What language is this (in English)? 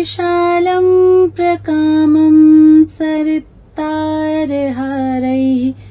Sanskrit